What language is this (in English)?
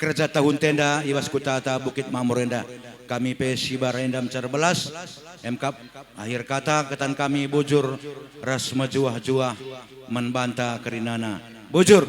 Batak Karo